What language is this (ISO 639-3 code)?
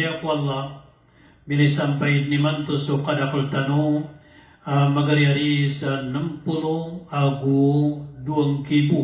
mrw